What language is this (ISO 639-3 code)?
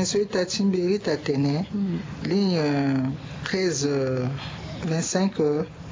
sag